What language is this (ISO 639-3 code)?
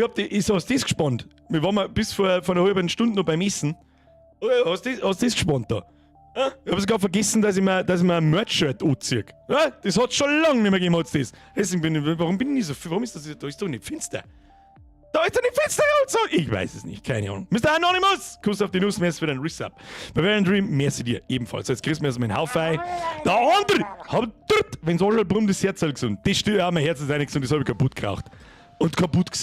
bar